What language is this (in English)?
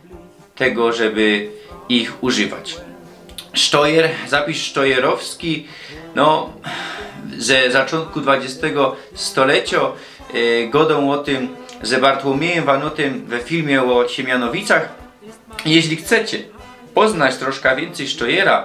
Silesian